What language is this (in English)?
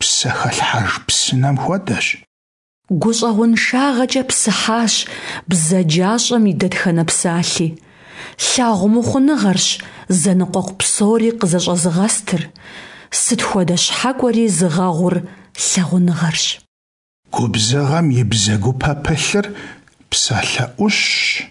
Kabardian